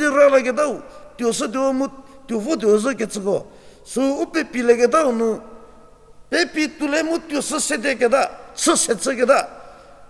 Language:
Angami Naga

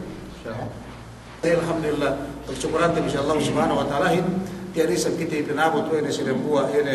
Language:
Yakan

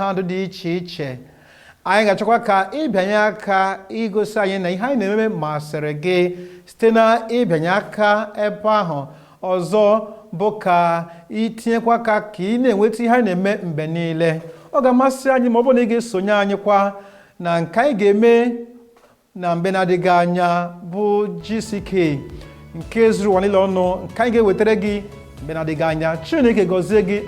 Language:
Igbo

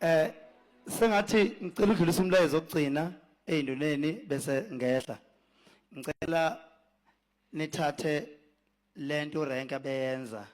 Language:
Zulu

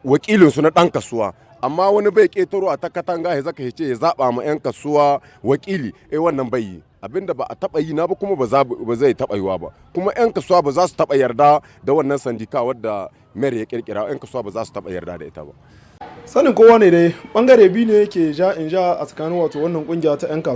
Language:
Hausa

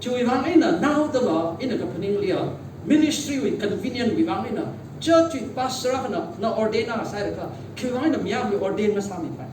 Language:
Tangkhul Naga (India)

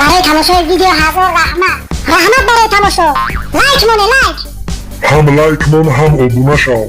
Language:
Tajik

